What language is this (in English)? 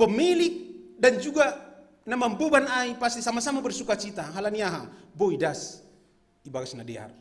Batak Simalungun